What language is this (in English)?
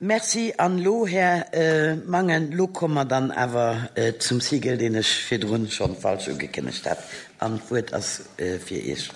Luxembourgish